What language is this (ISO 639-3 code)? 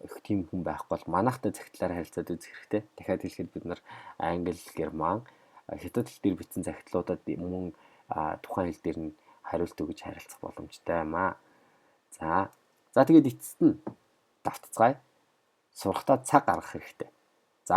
mon